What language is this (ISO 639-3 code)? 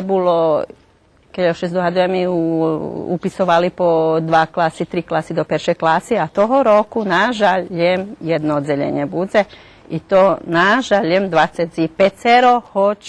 rue